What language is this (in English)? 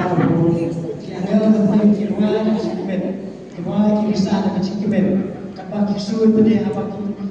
Khasi